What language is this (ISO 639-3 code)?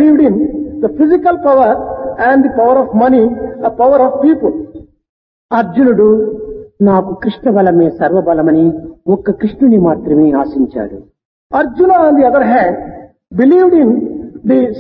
tel